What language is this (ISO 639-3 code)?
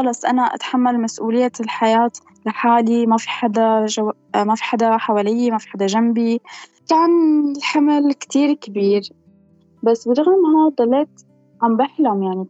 apc